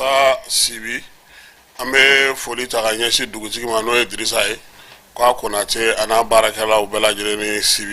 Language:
Bambara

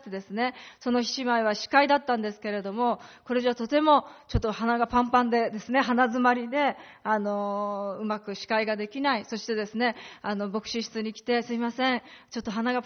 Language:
Japanese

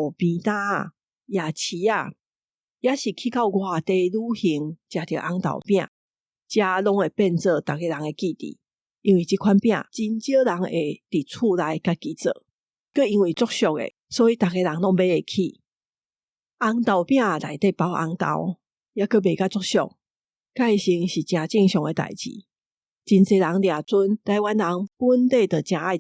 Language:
Min Nan Chinese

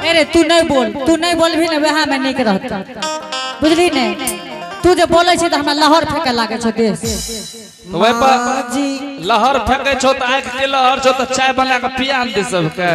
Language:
Angika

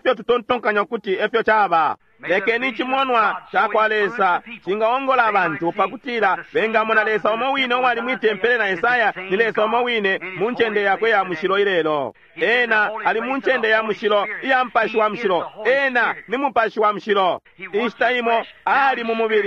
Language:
Bemba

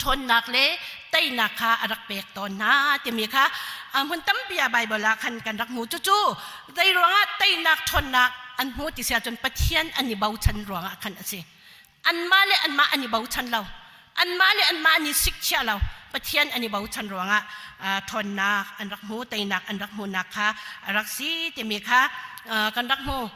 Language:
Hakha Chin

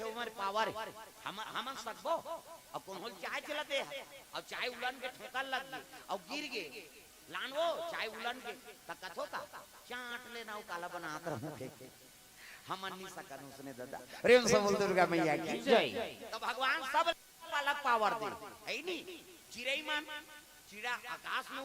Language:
Chhattisgarhi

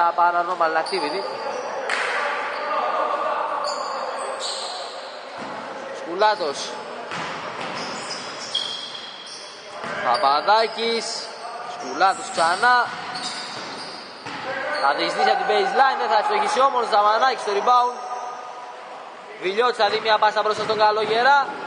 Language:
Greek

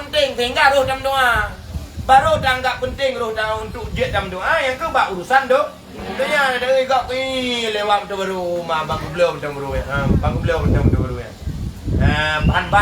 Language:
Achinese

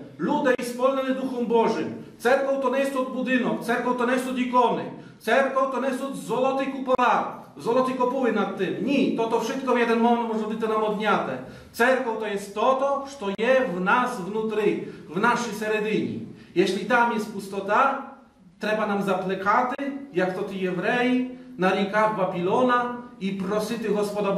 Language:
Rusyn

